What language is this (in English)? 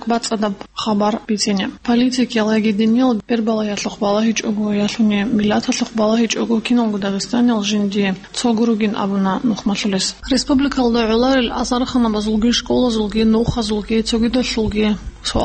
Avaric